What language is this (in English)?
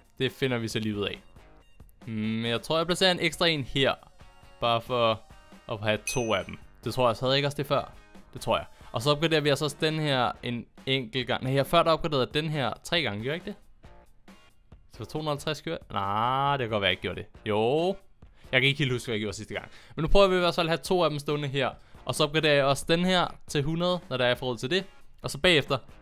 Danish